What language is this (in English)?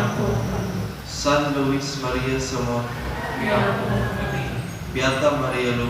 Cebuano